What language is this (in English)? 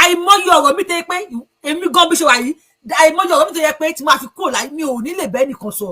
Yoruba